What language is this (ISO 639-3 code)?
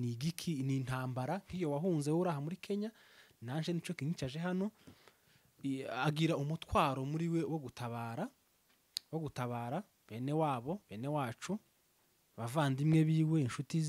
run